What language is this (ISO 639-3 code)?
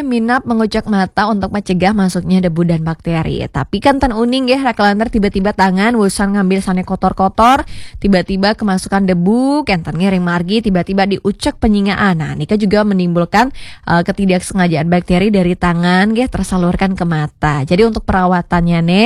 ban